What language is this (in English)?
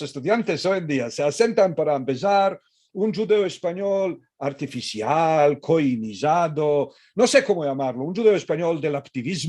Ladino